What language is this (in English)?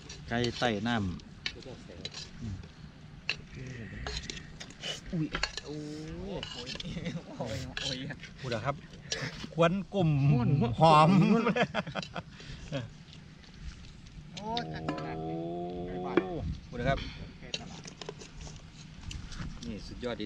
Thai